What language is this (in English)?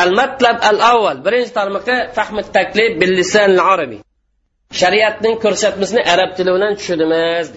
Uyghur